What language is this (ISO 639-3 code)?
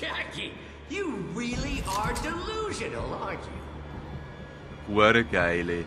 gsw